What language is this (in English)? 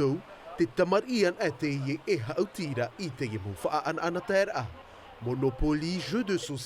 Tahitian